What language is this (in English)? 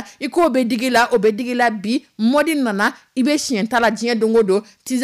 Dyula